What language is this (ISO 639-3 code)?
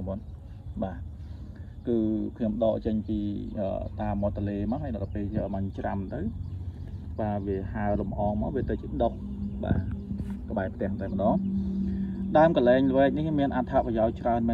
khm